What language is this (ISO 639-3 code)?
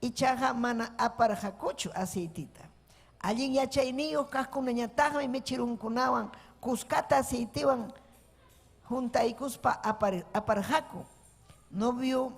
quy